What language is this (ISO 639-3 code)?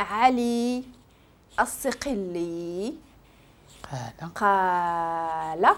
ary